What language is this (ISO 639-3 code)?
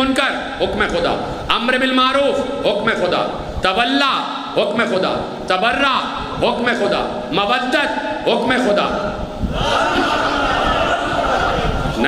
urd